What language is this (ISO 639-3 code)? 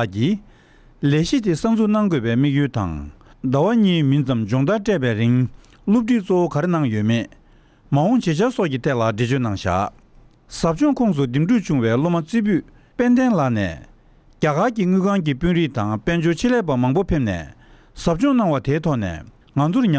bod